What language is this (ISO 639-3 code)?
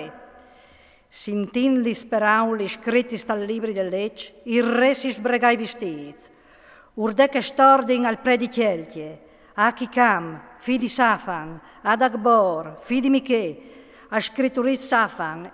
fur